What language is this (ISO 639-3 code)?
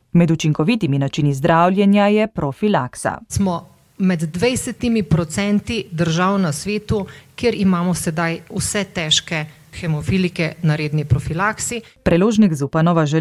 slv